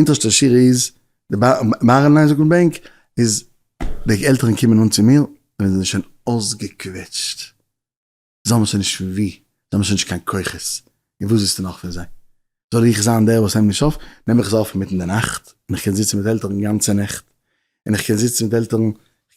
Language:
Yiddish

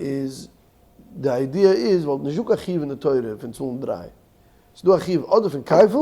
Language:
Yiddish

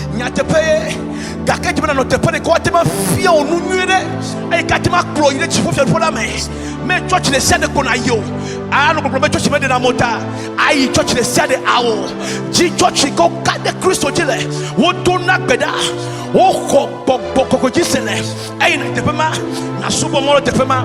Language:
Ewe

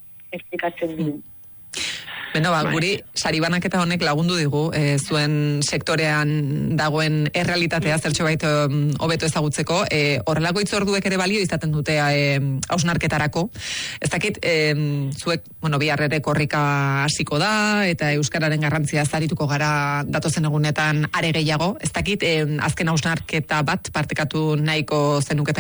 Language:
Basque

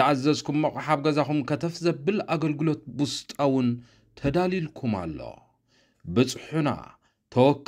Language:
Tigrinya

